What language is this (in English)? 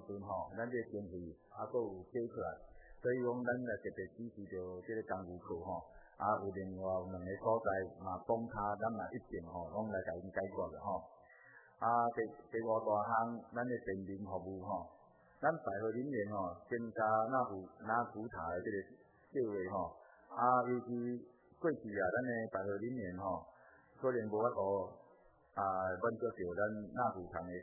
Min Nan Chinese